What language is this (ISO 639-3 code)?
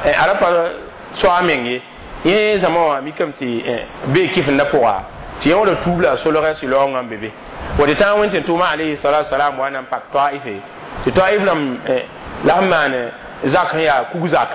mos